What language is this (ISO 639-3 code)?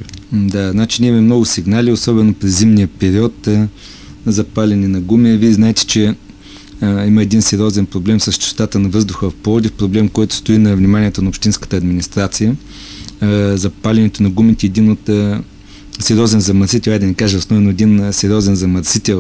bul